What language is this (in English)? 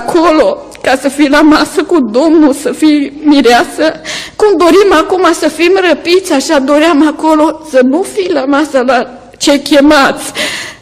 Romanian